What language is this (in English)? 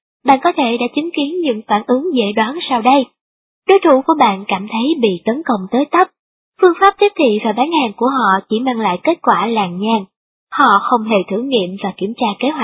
Vietnamese